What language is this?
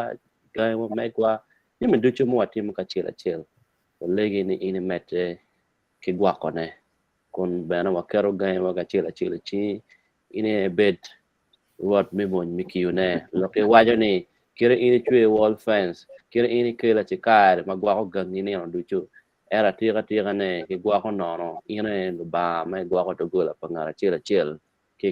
Acoli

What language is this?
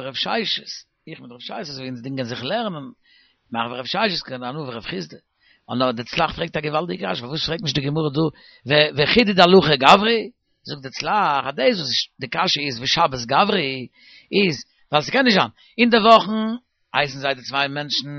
Yiddish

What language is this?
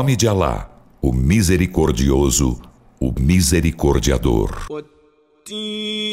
Portuguese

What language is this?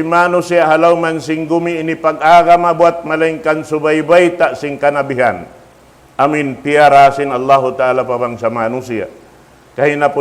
Tausug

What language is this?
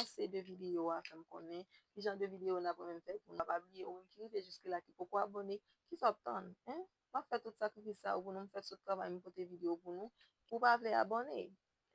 Haitian Creole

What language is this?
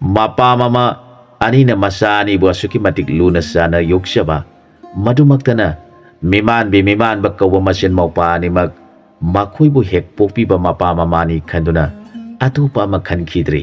Manipuri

